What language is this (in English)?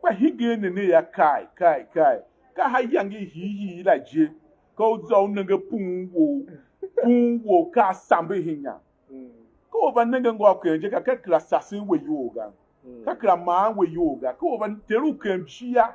Tiv